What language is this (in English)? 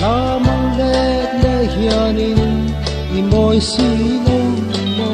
Mizo